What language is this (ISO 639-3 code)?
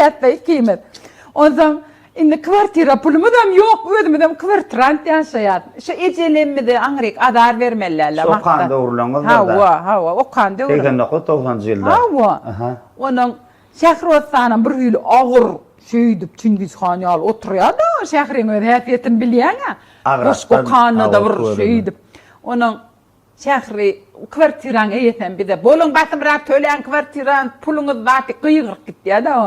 tuk